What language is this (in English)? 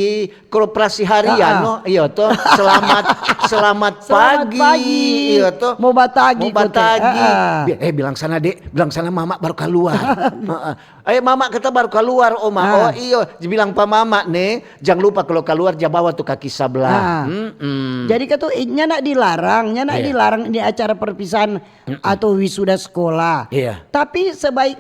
Manado Malay